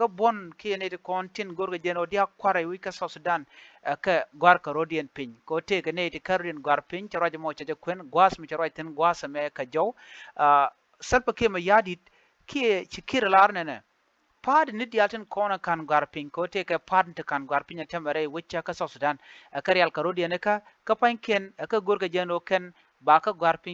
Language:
Nuer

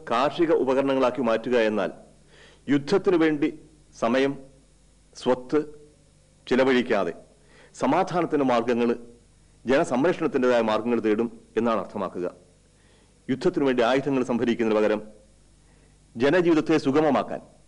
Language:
Malayalam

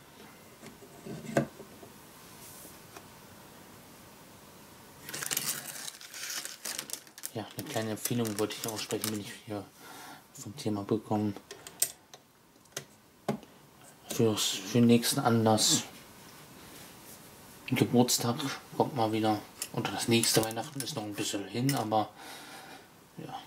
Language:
German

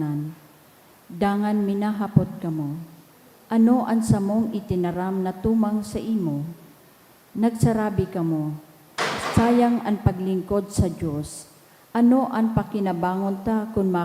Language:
Bikol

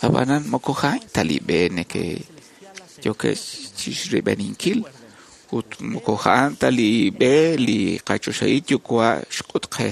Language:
Kekchí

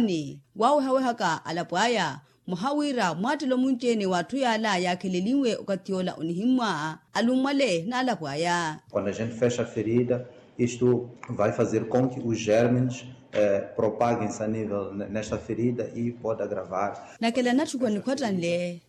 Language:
Makhuwa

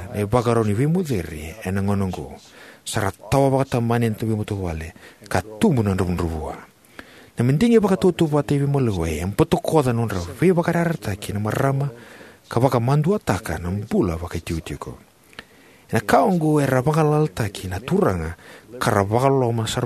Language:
Fijian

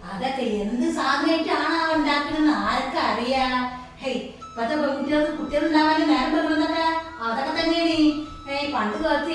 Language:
Malayalam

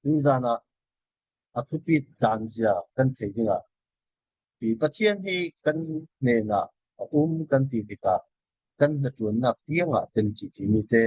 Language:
Falam Chin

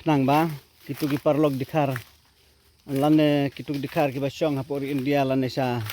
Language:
Khasi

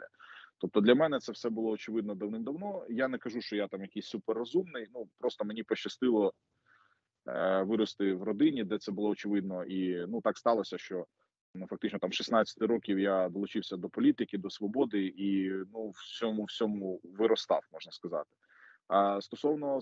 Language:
Ukrainian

